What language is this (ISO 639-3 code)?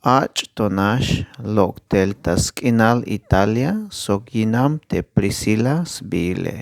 tzh